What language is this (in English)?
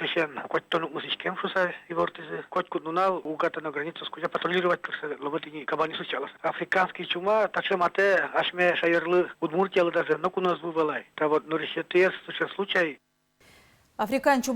Udmurt